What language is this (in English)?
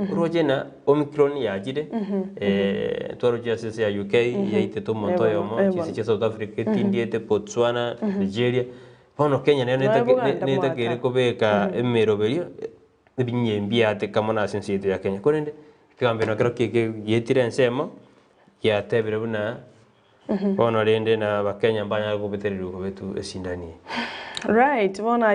Gusii